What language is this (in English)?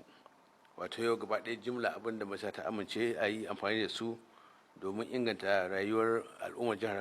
Hausa